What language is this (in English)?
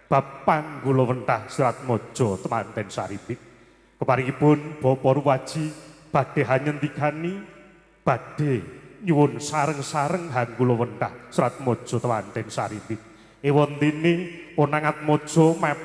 Javanese